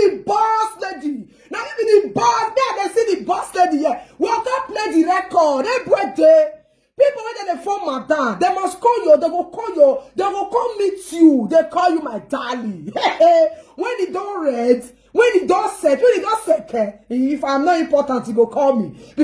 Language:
Nigerian Pidgin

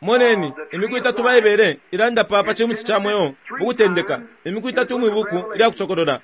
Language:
Bemba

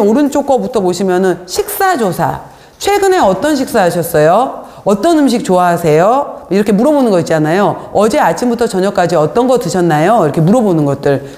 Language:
Korean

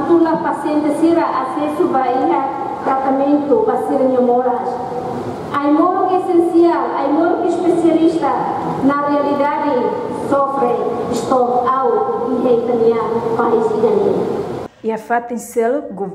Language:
Tetum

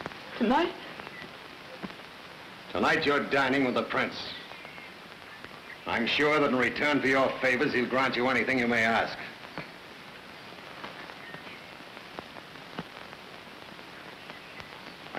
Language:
English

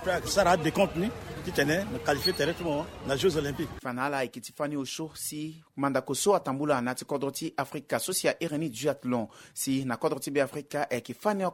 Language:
Sango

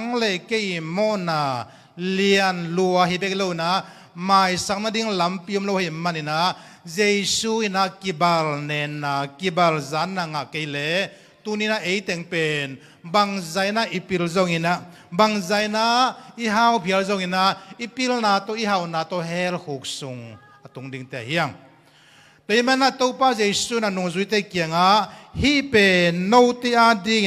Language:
Tedim Chin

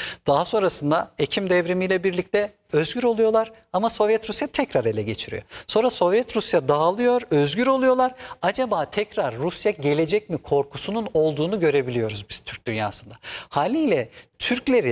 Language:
Turkish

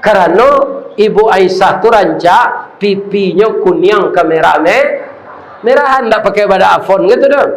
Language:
Minangkabau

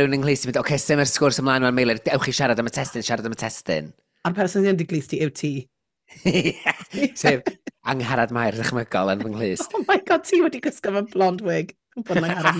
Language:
Welsh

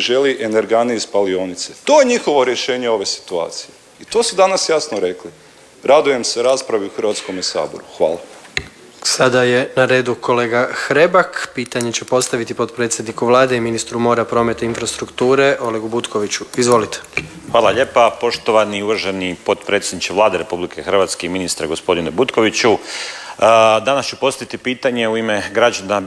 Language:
Croatian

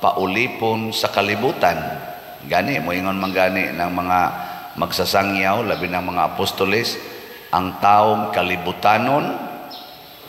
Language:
Cebuano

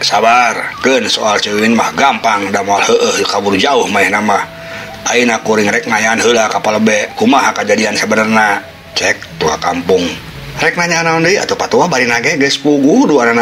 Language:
Sundanese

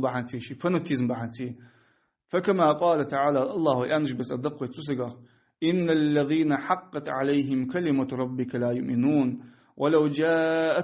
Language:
Ingush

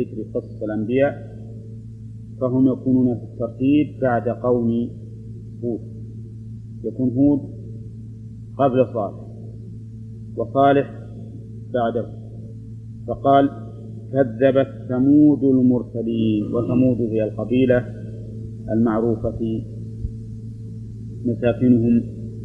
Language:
Arabic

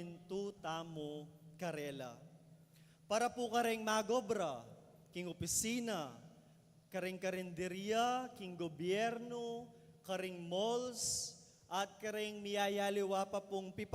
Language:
Pampanga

